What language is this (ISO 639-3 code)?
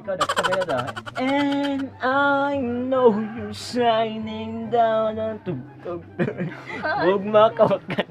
ceb